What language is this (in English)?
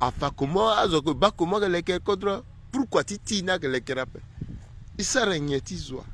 Sango